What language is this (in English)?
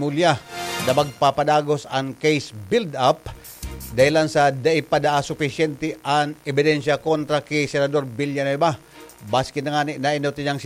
Bikol